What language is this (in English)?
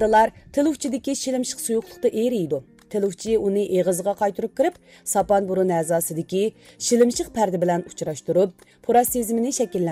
Uyghur